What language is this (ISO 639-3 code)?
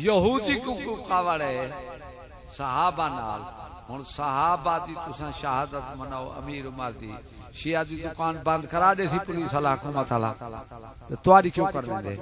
skr